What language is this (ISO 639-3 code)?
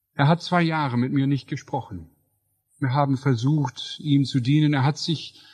deu